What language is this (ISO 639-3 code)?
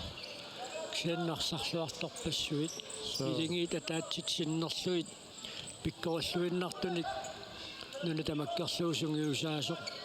kal